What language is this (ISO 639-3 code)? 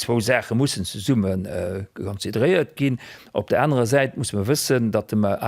ltz